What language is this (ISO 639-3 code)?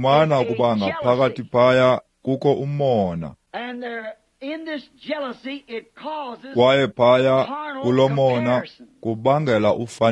xho